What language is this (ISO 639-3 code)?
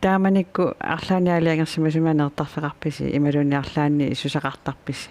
kal